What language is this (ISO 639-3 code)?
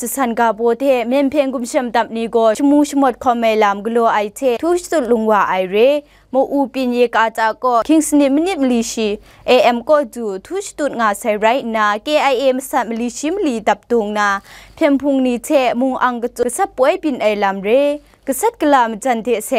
kac